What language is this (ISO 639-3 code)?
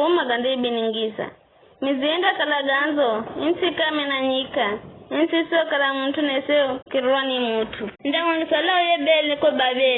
nyf